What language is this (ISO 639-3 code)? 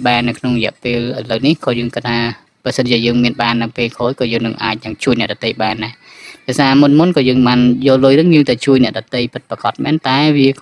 khm